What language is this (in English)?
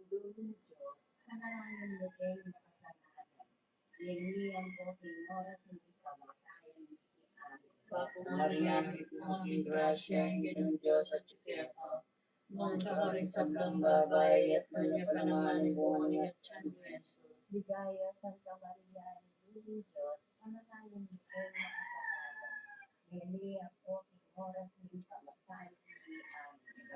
Pampanga